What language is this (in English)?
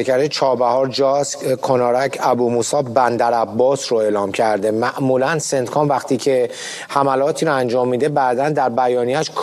Persian